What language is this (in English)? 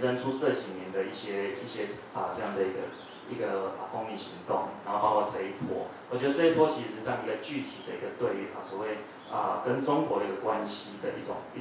Chinese